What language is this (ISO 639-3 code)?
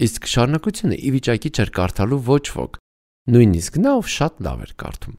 hye